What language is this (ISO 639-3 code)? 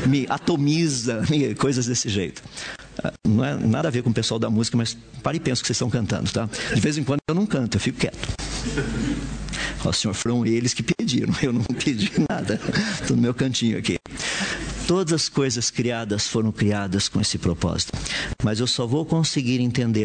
por